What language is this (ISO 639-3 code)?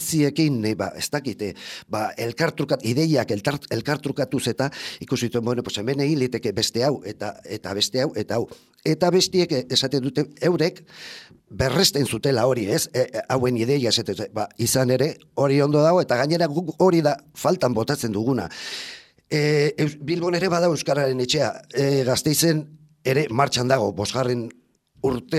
eus